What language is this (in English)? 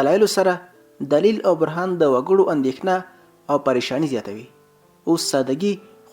Pashto